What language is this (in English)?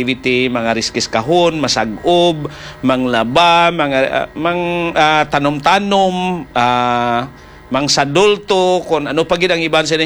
Hiligaynon